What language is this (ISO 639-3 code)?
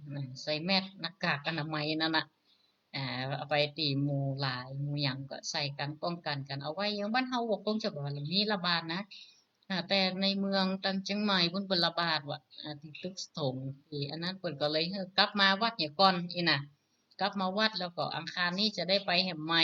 nod